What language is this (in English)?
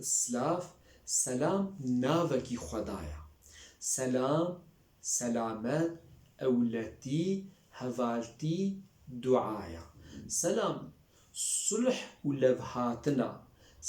Kurdish